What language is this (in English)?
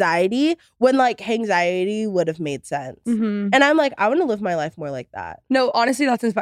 English